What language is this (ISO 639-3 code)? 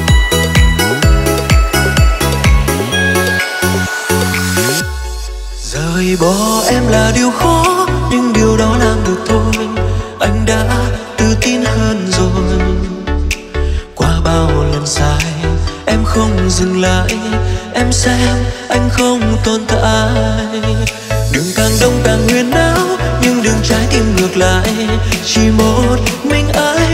vie